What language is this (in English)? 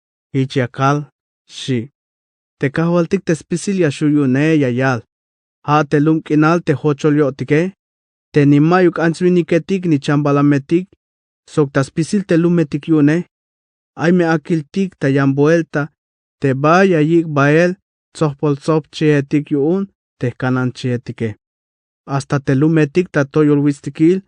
Tzeltal